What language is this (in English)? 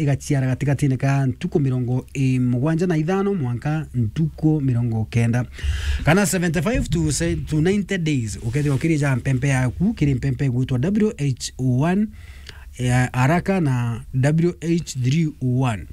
Meru